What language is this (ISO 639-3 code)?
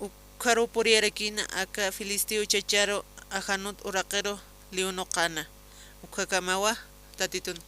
aym